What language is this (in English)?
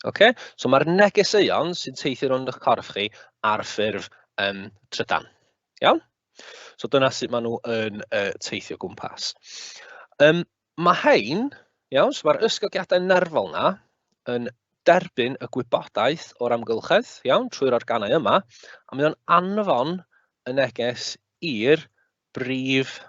Welsh